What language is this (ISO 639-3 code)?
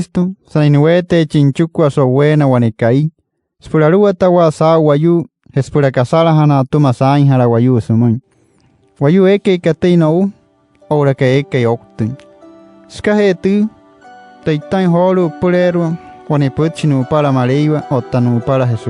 guc